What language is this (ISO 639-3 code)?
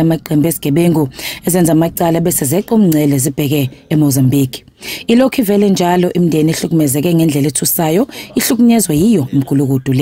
zul